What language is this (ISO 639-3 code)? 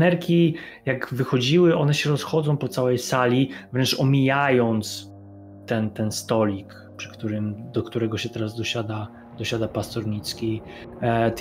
pol